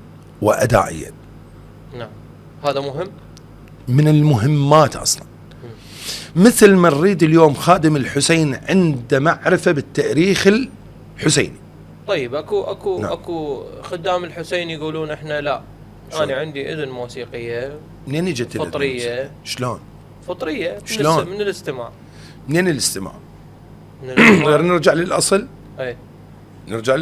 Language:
Mesopotamian Arabic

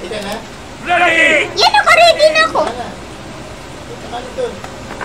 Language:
Filipino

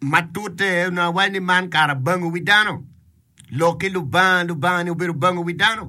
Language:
Acoli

